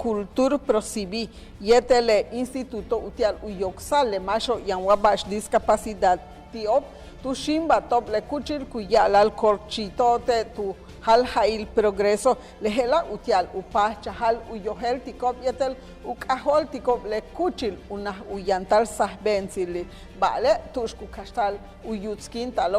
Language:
Yucateco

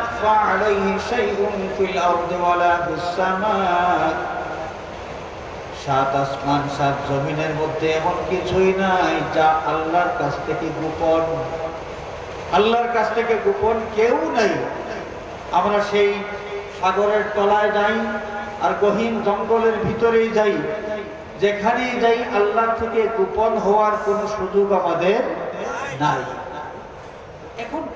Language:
Bangla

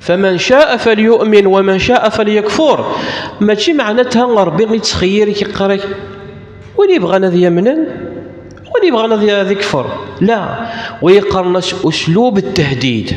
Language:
Kabyle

